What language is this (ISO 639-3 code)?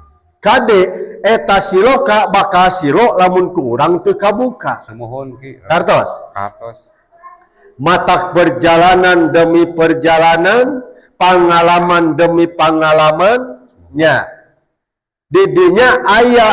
sun